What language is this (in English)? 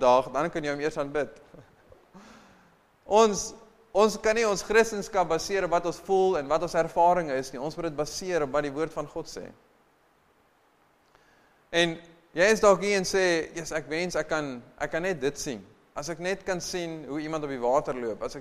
Afrikaans